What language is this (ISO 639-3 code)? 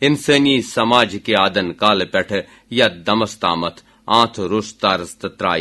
kas